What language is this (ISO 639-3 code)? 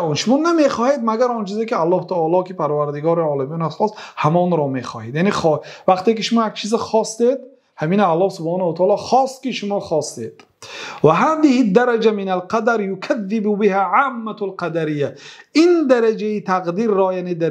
fas